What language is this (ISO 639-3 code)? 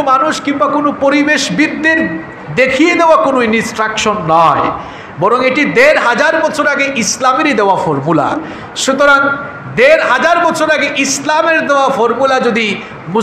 ben